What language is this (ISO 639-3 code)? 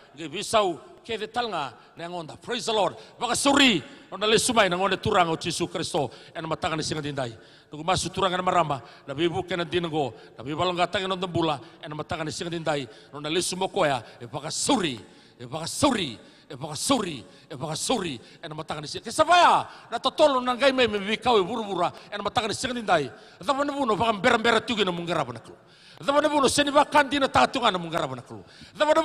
fij